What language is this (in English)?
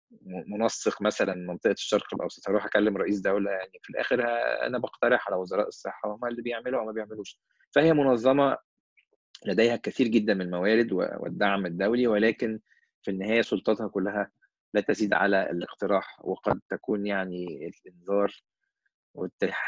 Egyptian Arabic